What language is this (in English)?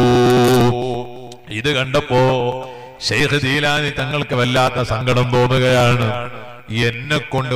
Malayalam